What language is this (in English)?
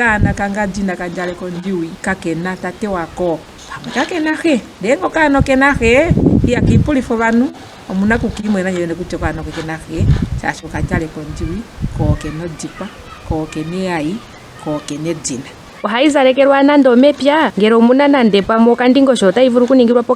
Ndonga